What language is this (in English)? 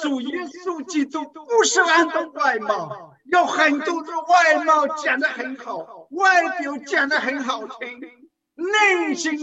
Chinese